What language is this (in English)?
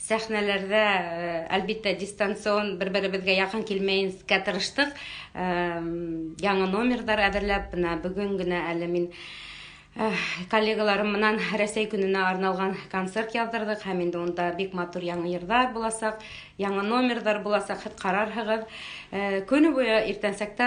Bashkir